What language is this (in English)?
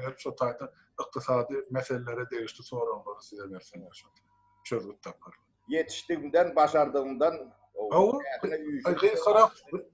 Turkmen